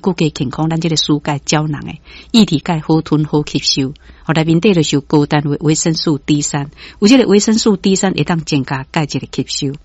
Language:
Min Nan Chinese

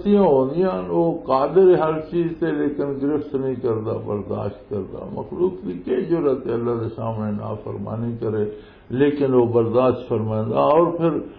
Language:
Western Panjabi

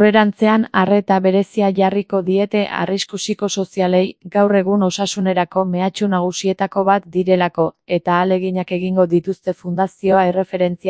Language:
Basque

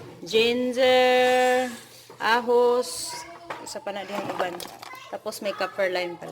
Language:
Cebuano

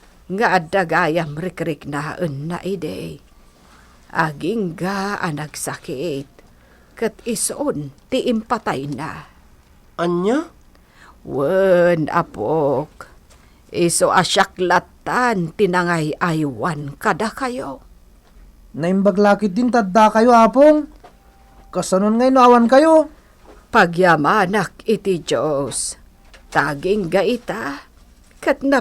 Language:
Iloko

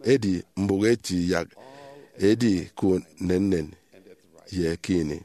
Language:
Efik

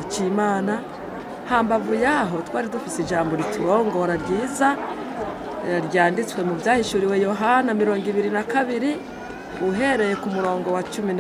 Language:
Rundi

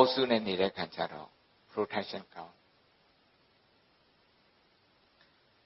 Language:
Burmese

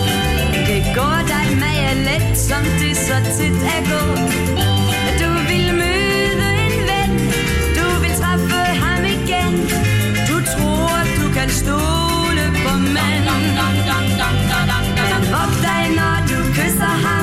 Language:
Danish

